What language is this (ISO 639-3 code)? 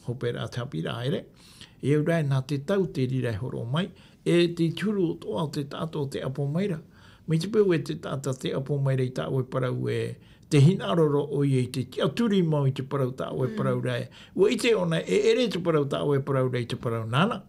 tah